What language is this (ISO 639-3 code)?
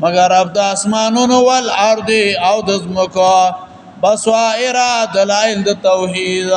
pus